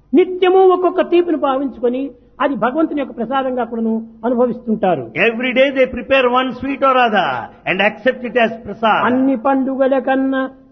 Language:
Telugu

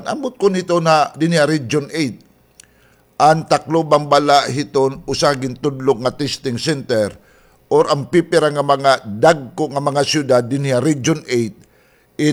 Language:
Waray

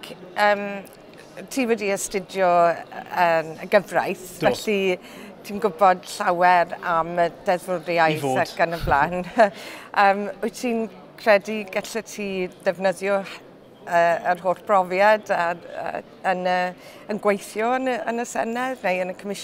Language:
Welsh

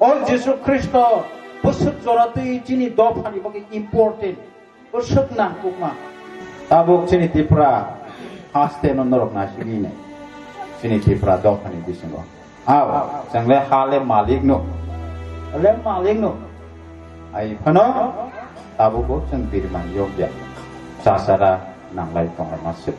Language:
Kok Borok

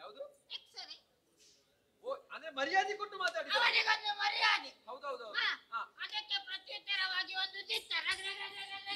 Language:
Kannada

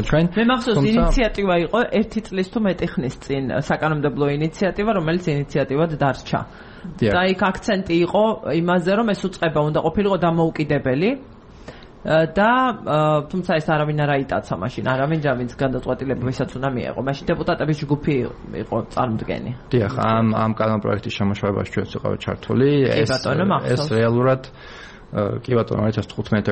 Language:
Georgian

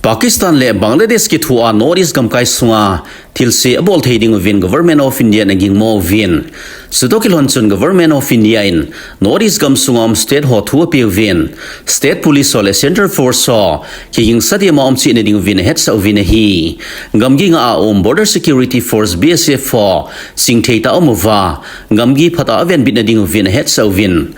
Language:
Thado Chin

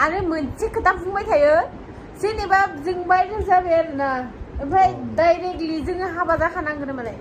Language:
Bodo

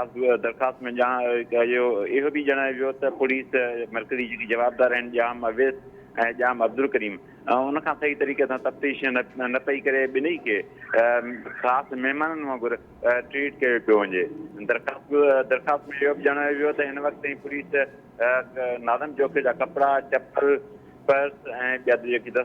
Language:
Sindhi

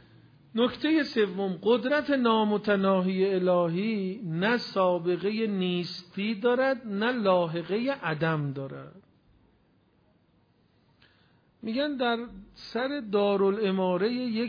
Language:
Persian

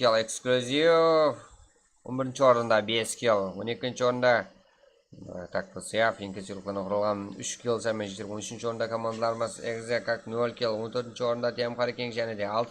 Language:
Kara-Kalpak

